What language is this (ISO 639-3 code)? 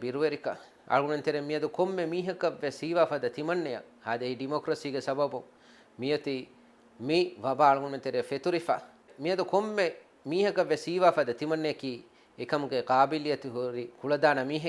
div